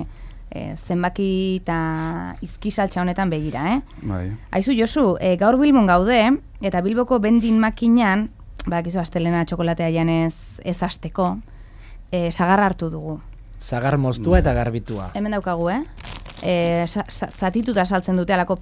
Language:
Basque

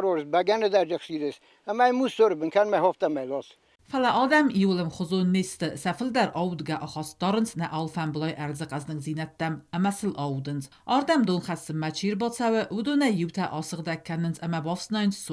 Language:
Ossetic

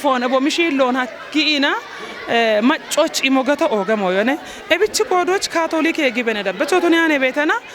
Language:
Kafa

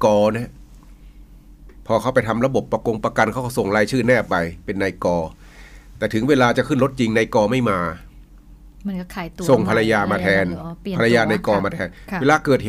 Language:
Thai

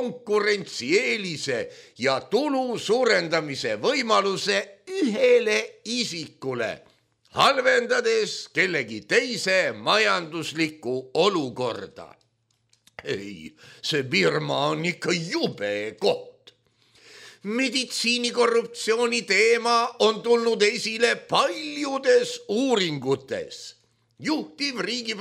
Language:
Estonian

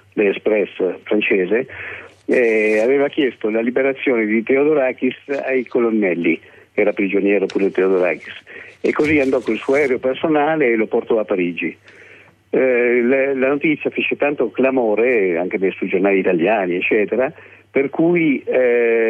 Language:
Italian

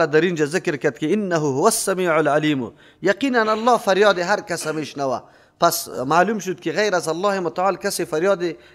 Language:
Persian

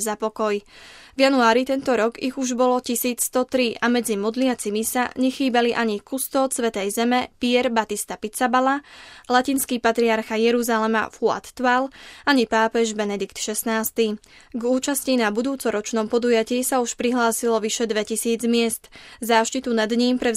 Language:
Slovak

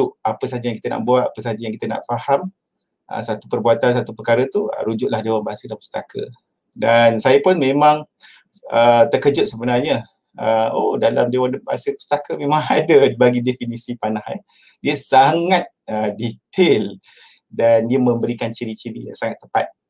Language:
Malay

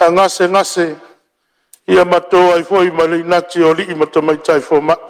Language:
Samoan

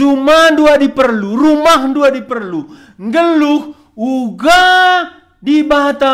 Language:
Batak Karo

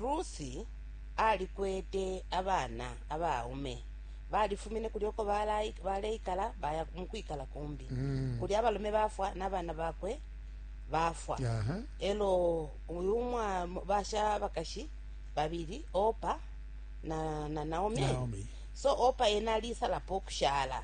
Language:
Bemba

